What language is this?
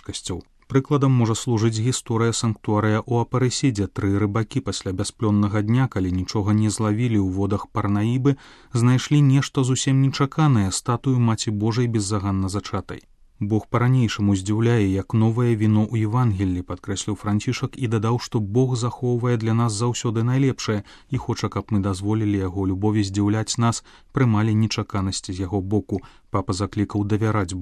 Belarusian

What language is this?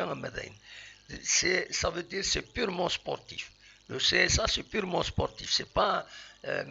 Kabyle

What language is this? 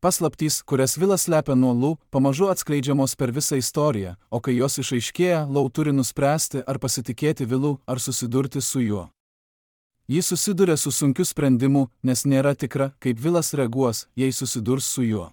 Lithuanian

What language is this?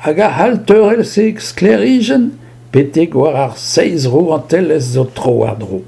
Breton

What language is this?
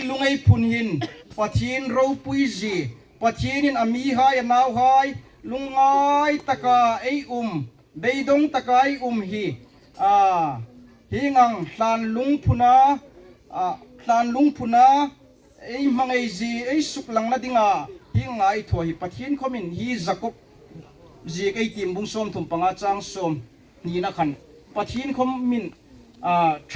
Hmar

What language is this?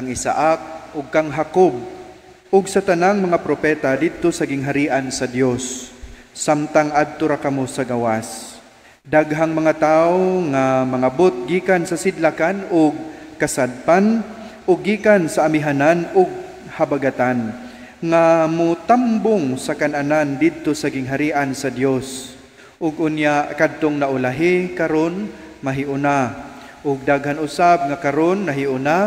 Cebuano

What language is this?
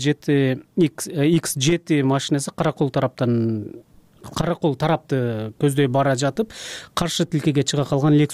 Kyrgyz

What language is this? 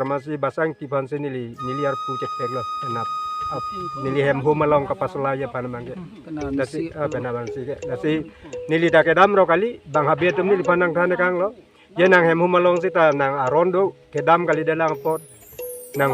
Karbi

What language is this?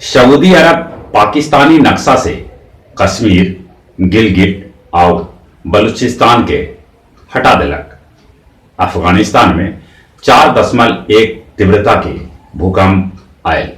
Magahi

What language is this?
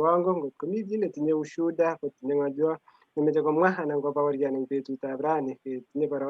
Kalenjin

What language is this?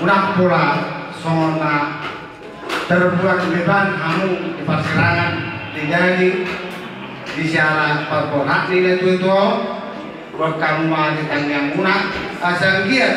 Batak Toba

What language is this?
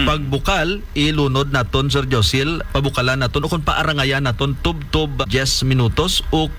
Hiligaynon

